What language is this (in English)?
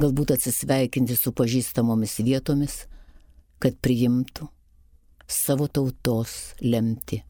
Lithuanian